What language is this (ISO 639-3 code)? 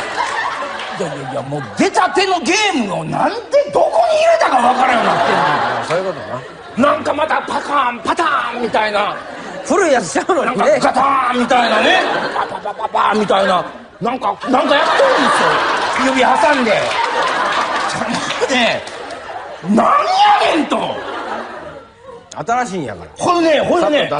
jpn